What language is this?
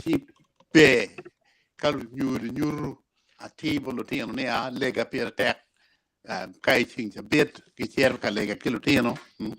Acoli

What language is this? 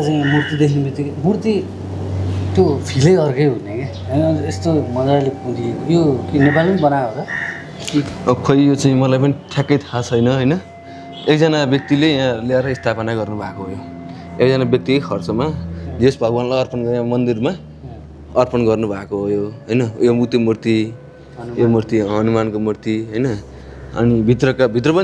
Nepali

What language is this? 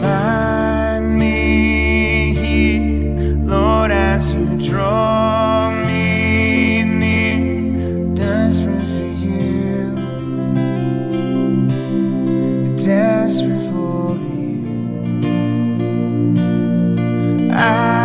English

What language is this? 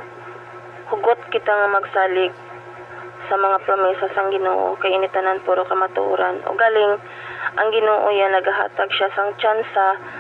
Hiligaynon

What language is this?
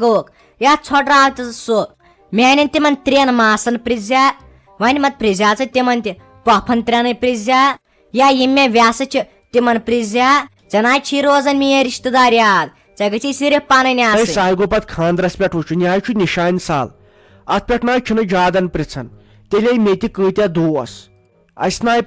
Kashmiri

